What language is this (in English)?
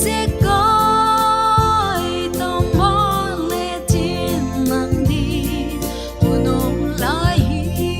Paite Chin